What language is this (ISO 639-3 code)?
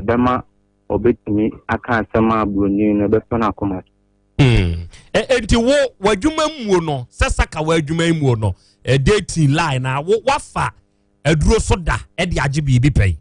aka